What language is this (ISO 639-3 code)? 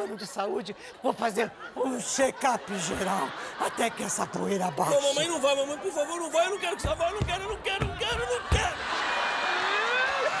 por